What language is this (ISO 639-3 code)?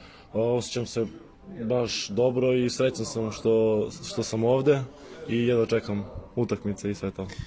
srp